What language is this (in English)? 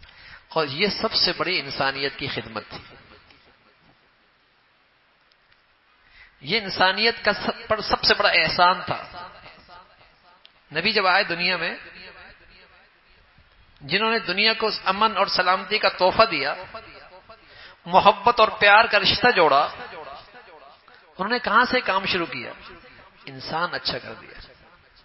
Urdu